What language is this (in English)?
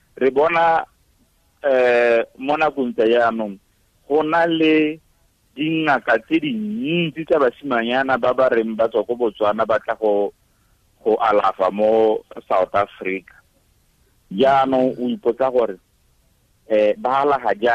Tswana